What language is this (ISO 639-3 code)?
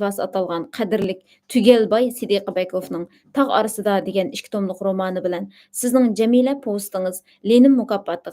uig